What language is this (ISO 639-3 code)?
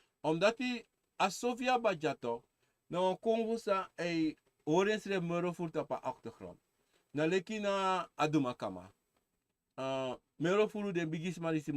srn